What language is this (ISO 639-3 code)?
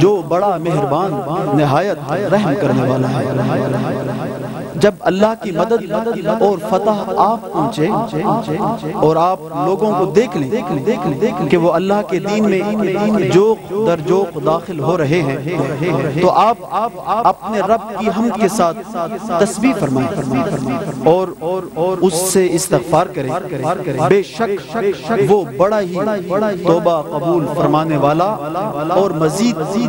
urd